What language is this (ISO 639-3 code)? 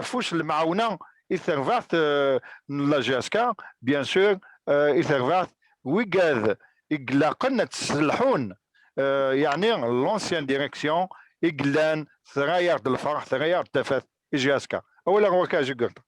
kab